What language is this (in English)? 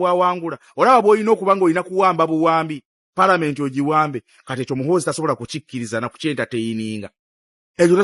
Ganda